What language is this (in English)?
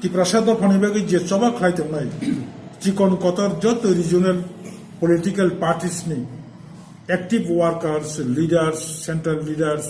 Kok Borok